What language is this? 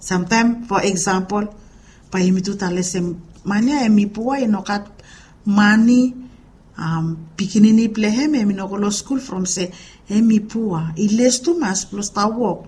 Bislama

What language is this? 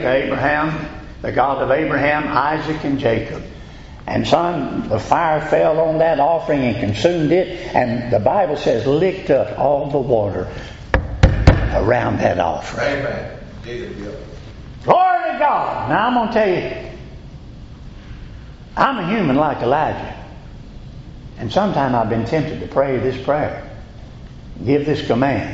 English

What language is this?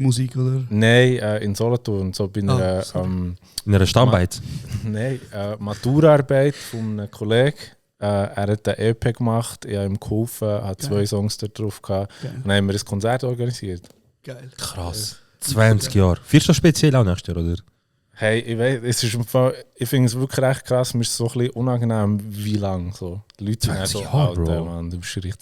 Swiss German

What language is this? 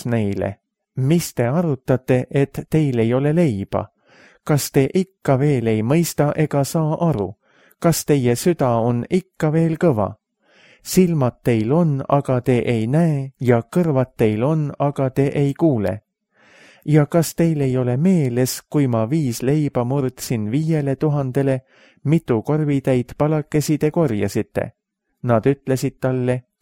Estonian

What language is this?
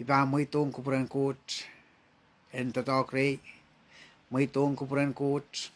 Pohnpeian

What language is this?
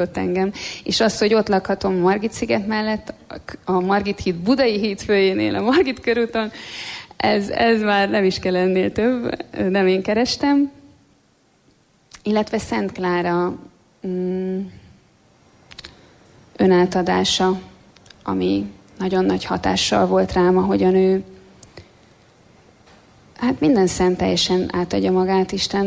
Hungarian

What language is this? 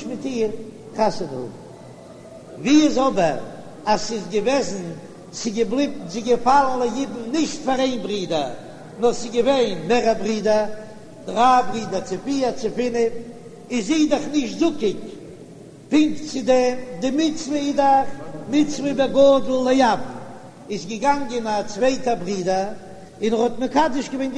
Yiddish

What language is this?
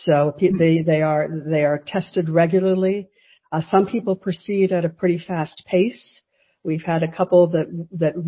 English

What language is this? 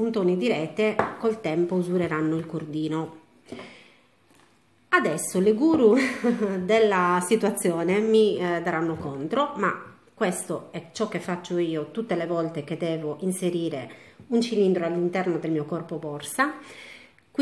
Italian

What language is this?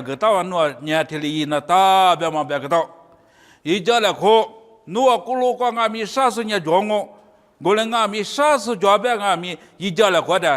Lisu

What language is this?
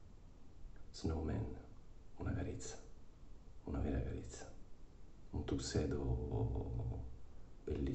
Italian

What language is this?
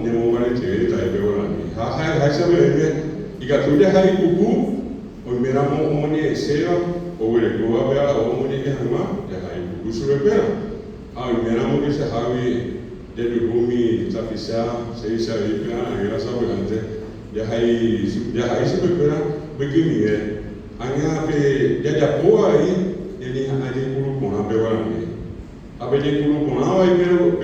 Guarani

